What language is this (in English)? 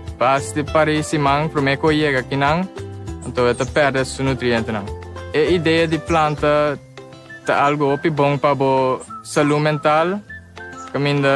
Papiamento